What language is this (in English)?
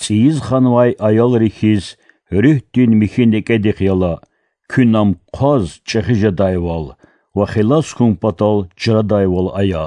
Lezghian